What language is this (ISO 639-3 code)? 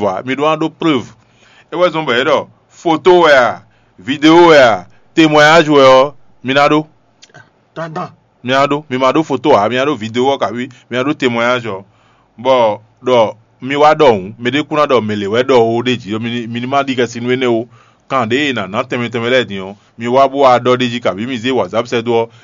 fon